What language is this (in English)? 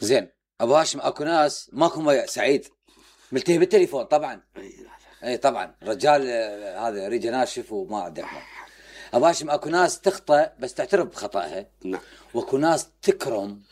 Mesopotamian Arabic